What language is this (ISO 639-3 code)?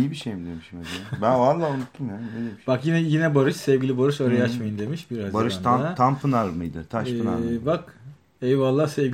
tur